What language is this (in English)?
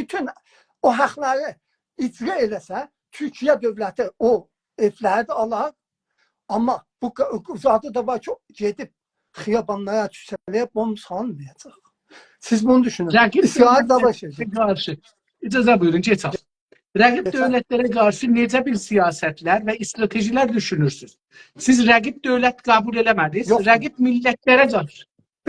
South Azerbaijani